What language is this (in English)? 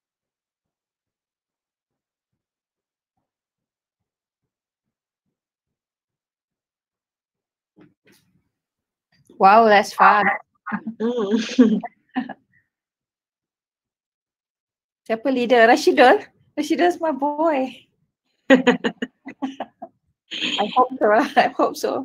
Malay